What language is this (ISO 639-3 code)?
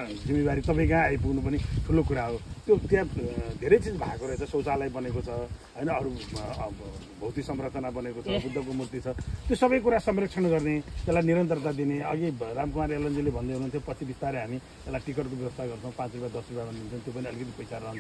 nep